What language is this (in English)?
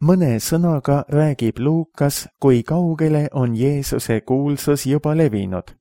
Estonian